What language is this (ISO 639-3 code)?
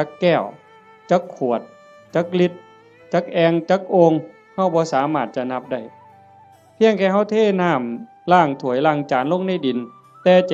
tts